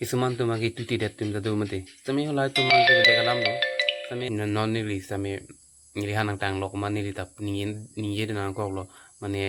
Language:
Karbi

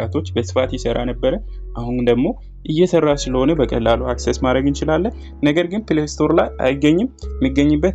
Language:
Amharic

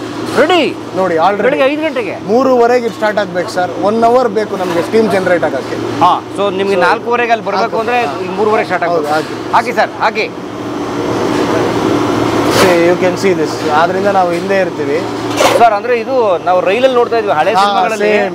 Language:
Kannada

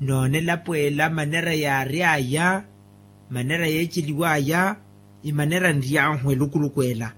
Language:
Makhuwa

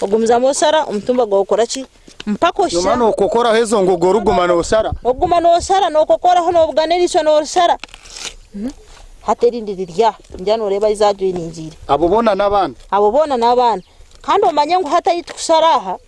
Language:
Nyankole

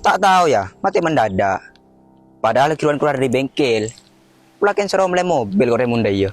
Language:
Madurese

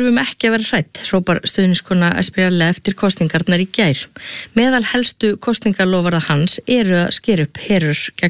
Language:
Icelandic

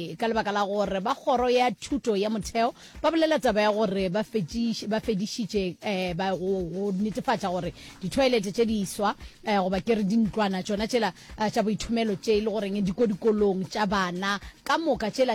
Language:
Northern Sotho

